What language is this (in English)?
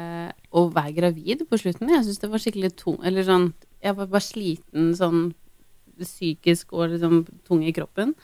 Norwegian